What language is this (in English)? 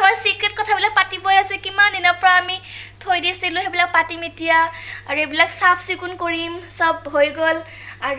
Assamese